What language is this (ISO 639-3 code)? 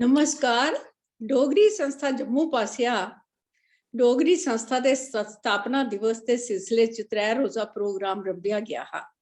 doi